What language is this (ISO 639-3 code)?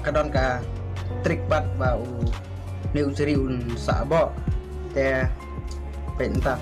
kha